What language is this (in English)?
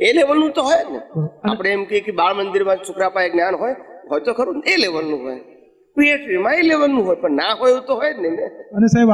Gujarati